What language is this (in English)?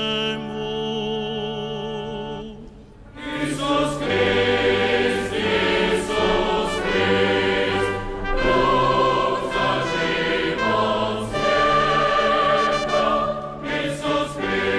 Croatian